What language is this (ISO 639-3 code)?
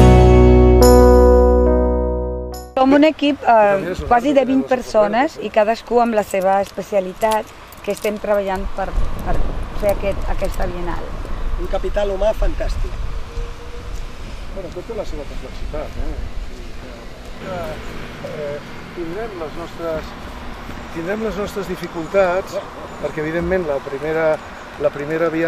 cat